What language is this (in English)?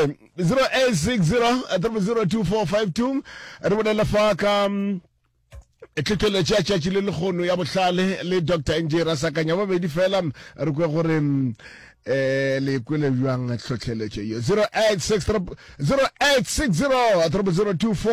Northern Sotho